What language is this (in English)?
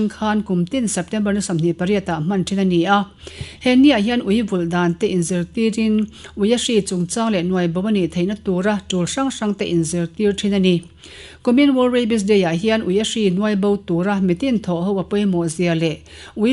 Mizo